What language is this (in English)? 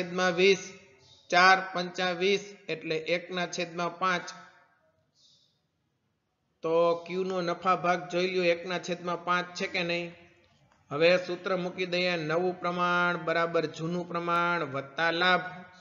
Gujarati